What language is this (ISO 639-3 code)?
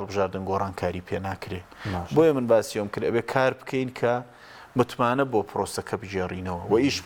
ckb